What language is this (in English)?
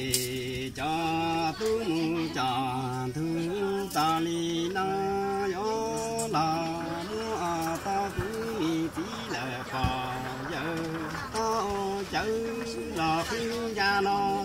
Hmong